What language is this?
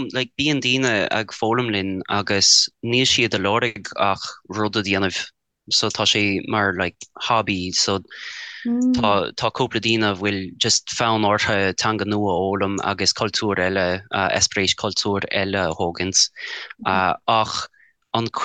Irish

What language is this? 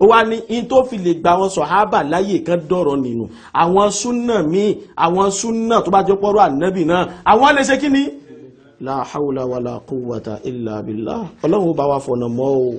Yoruba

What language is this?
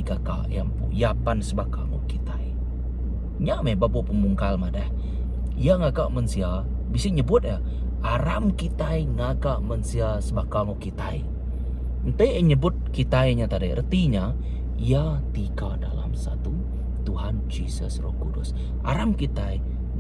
Iban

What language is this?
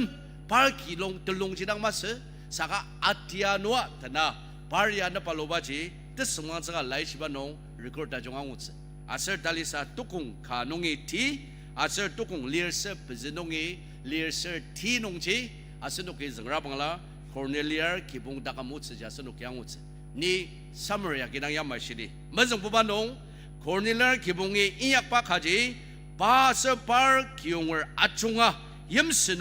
Ao Naga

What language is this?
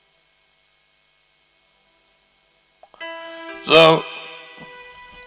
Tamil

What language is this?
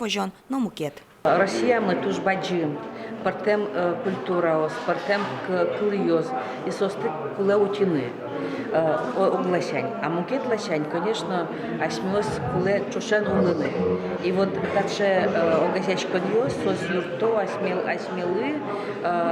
Udmurt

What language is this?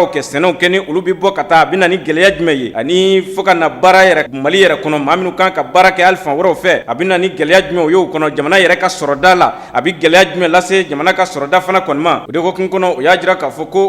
Bambara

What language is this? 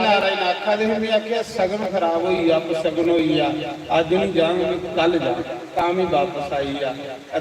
Dogri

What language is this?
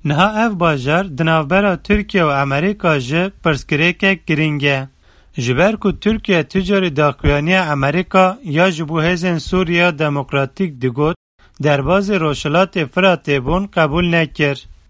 Kurdish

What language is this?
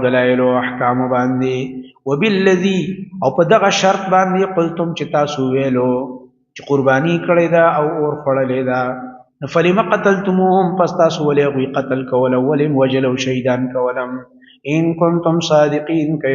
Pashto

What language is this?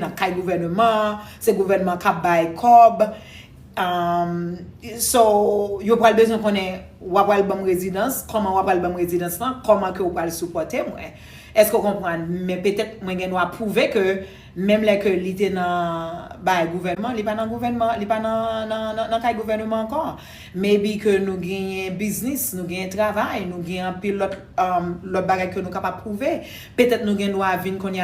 Haitian Creole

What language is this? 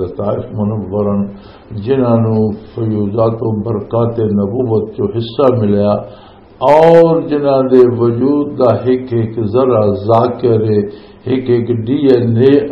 Western Panjabi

